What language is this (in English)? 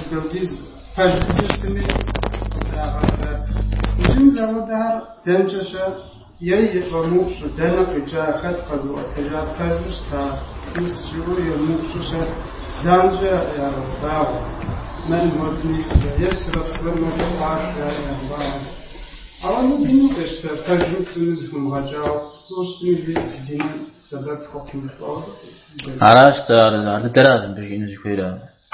Kabardian